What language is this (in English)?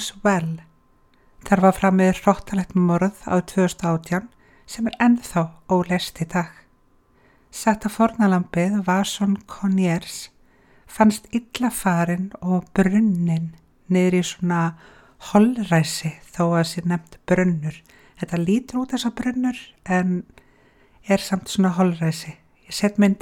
Icelandic